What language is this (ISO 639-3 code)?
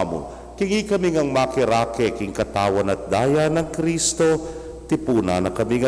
pam